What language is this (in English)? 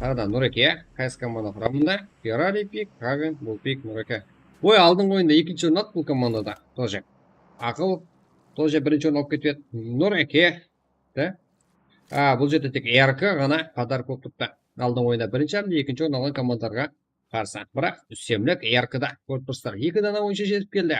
Kara-Kalpak